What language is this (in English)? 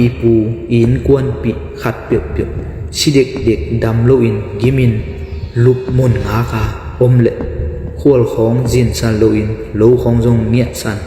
Tedim Chin